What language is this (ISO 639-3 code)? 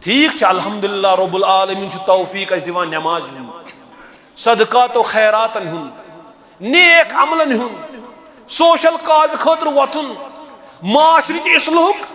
kas